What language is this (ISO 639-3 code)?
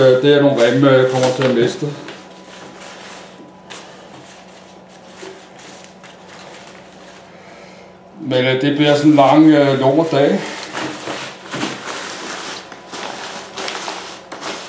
dan